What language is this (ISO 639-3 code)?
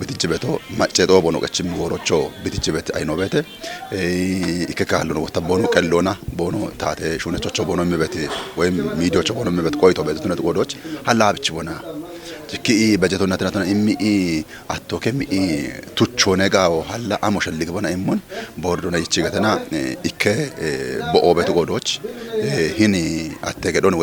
kbr